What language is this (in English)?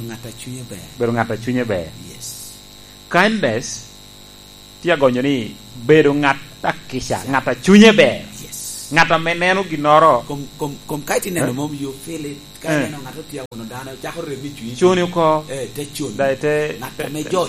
Lango (Uganda)